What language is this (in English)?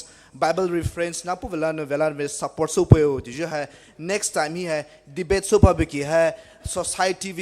Poumei Naga